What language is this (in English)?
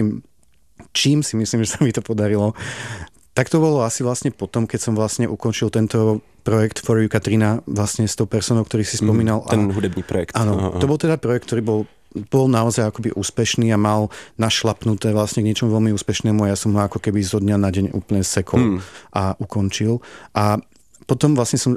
Slovak